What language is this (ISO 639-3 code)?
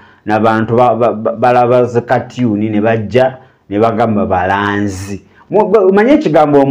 lug